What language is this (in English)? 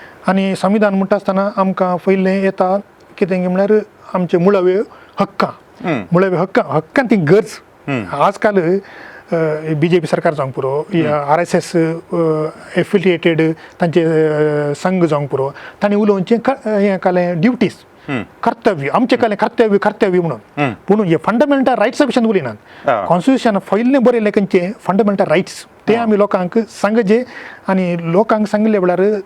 Konkani